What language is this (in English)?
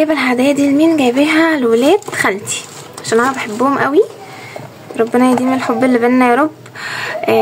Egyptian Arabic